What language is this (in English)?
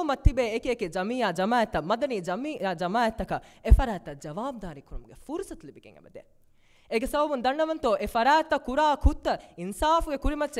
Divehi